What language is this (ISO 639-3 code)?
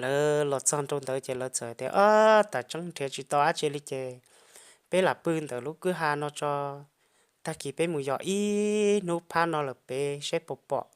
hmn